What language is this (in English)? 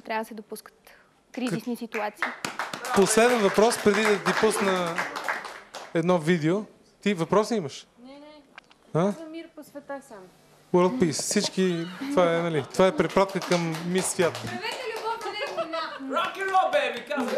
Bulgarian